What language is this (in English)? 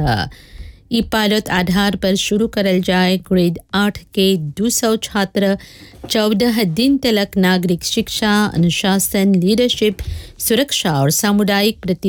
Bhojpuri